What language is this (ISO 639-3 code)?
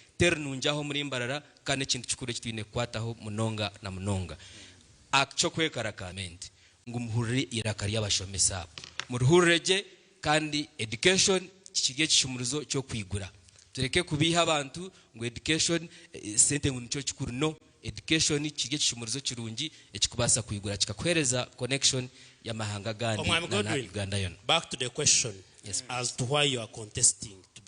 nyn